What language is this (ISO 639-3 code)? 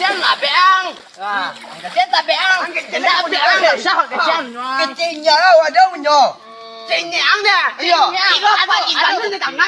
min